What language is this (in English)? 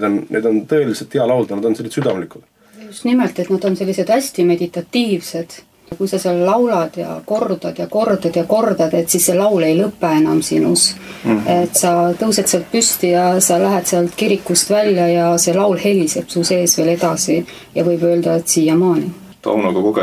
Estonian